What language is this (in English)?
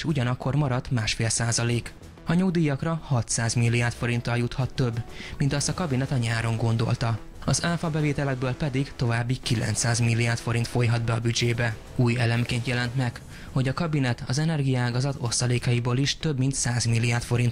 Hungarian